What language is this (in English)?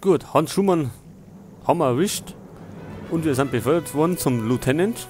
Bavarian